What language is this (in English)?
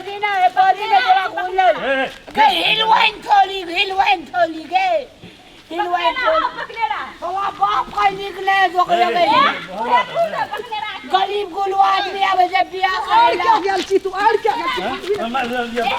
Maithili